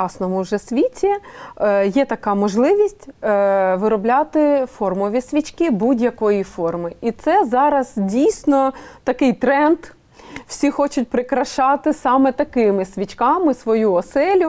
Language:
Ukrainian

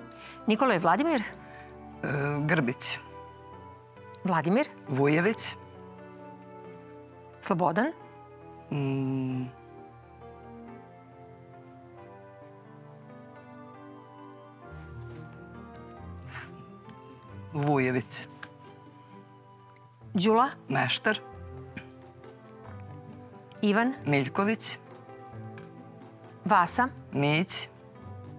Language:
Serbian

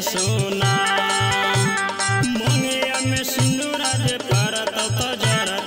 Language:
Bhojpuri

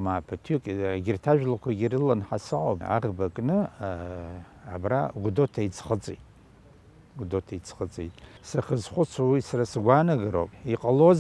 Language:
Abkhazian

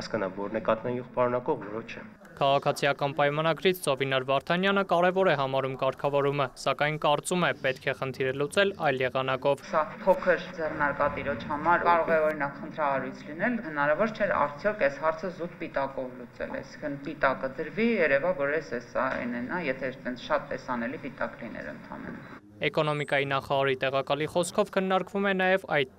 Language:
Armenian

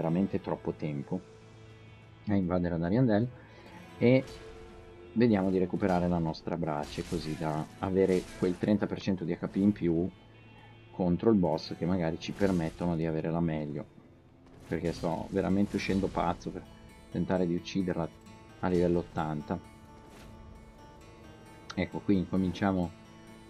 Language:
Italian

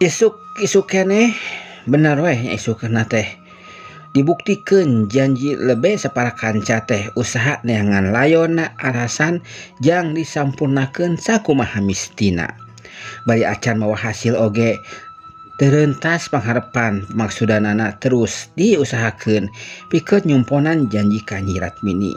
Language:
Sundanese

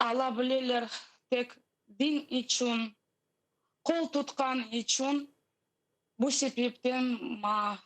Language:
Crimean Tatar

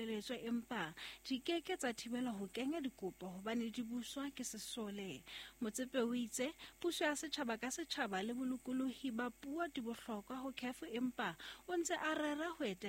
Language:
Southern Sotho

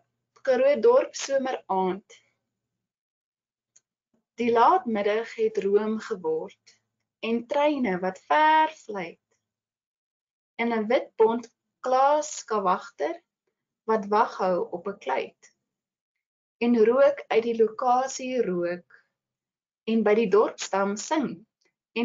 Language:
Afrikaans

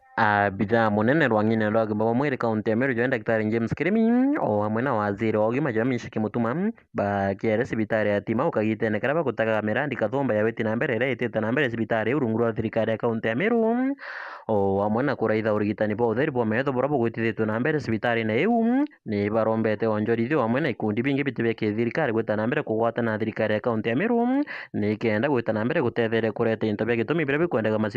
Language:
Meru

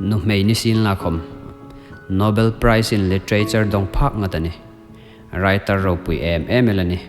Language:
Hmar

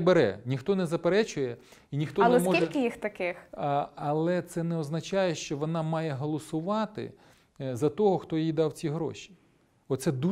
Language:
Ukrainian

